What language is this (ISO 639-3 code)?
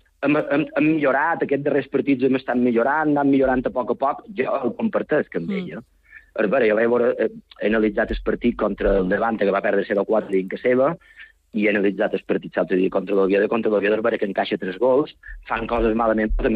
cat